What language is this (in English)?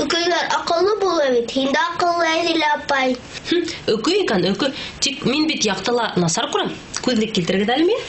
Bashkir